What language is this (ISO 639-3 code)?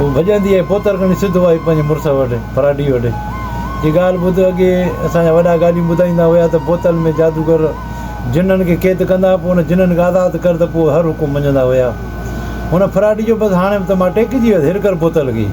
snd